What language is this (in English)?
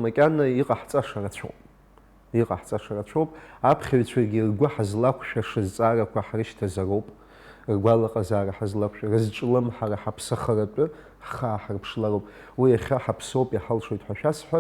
Abkhazian